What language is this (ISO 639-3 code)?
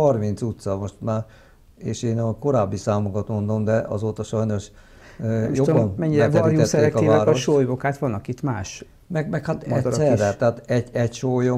hun